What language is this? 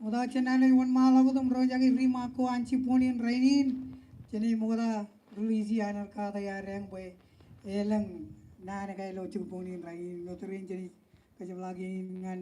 Marshallese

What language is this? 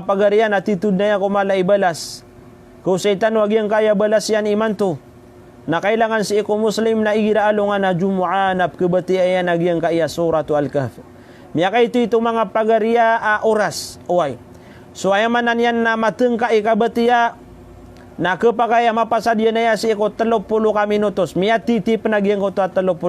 Maranao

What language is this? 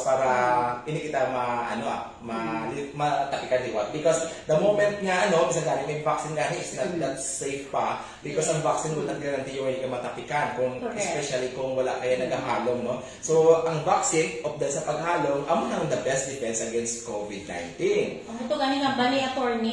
Hiligaynon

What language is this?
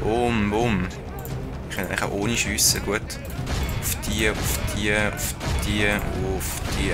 Swiss German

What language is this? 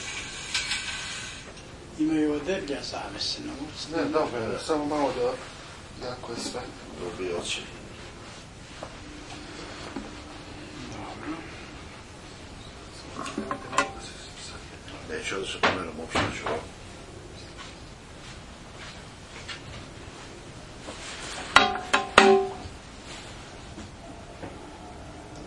Serbian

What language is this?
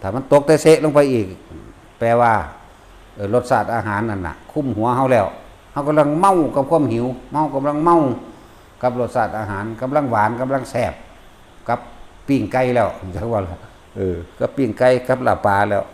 Northeastern Thai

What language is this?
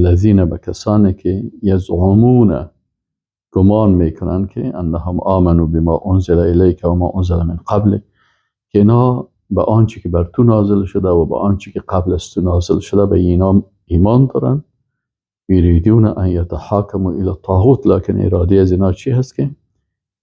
Persian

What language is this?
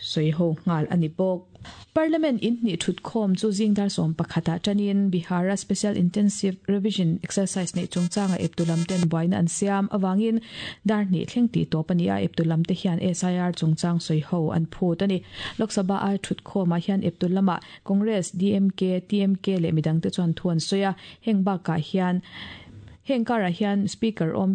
Mizo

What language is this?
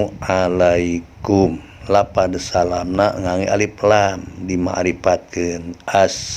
Sundanese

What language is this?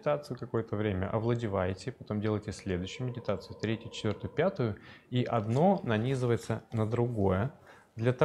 Russian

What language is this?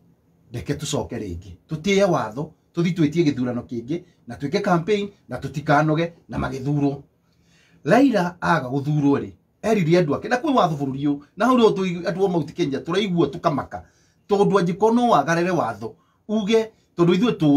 Kikuyu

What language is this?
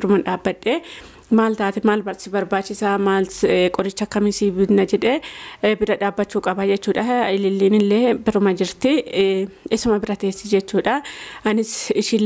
Oromo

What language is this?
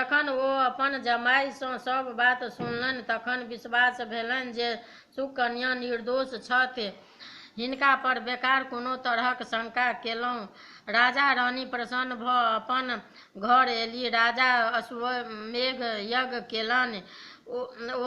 Maithili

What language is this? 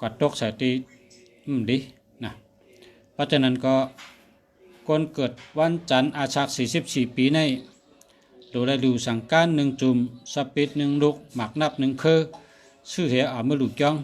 Shan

